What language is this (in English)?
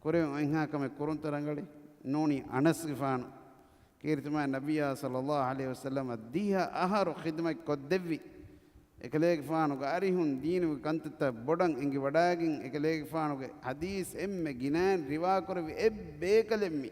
Divehi